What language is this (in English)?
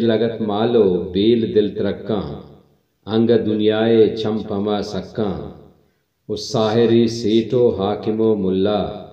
Baluchi